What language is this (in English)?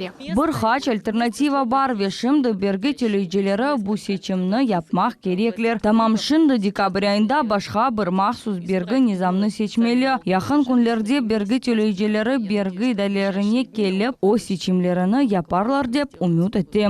Crimean Tatar